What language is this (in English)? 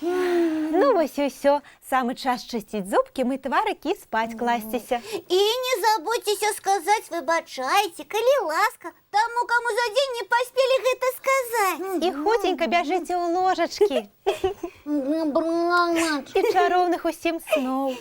Belarusian